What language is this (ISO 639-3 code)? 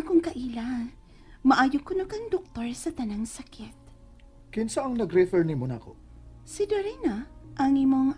ceb